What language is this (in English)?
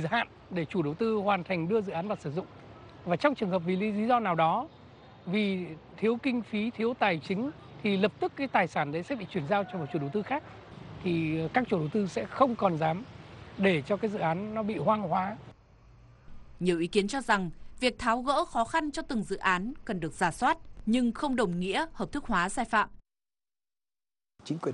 Vietnamese